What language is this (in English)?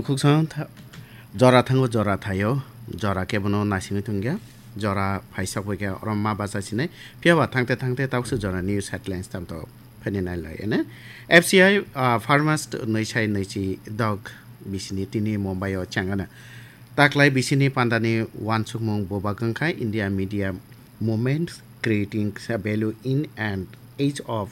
Kok Borok